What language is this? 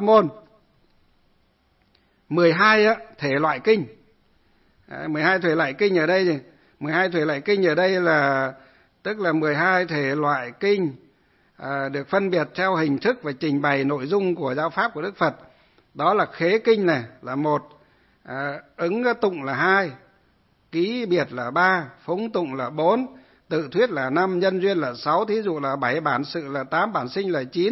Vietnamese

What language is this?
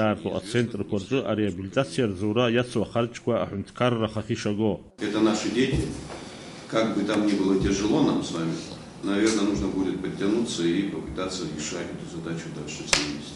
Abkhazian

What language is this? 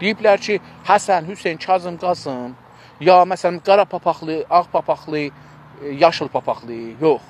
South Azerbaijani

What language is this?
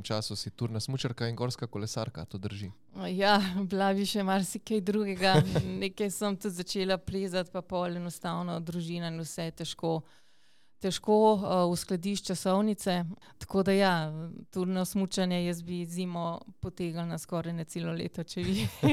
Slovenian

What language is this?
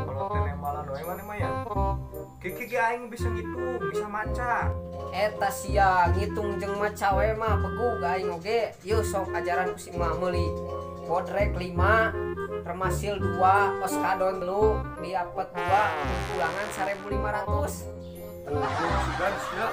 Sundanese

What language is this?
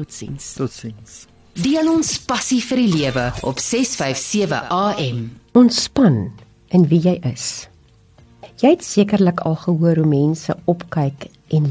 Afrikaans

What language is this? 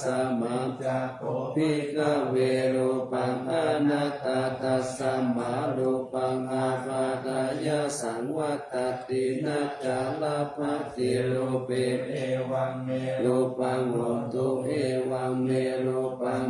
Pali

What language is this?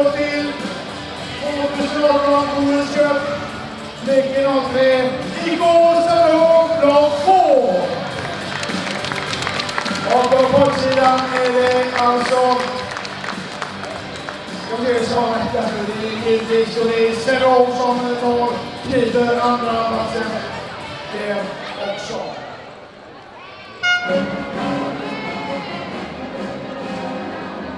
Swedish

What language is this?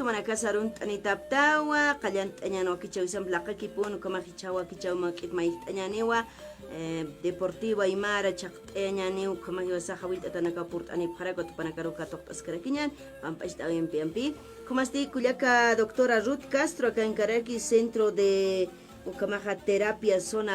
Aymara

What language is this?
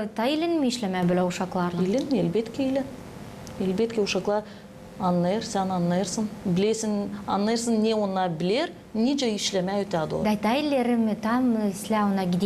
Gagauz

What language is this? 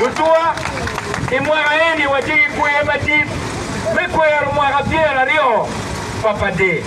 Acoli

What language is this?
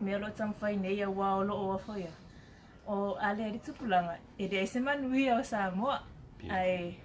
Samoan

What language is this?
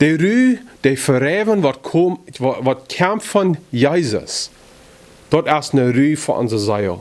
Plautdietsch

